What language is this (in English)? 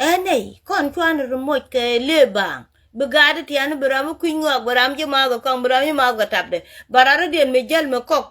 Nuer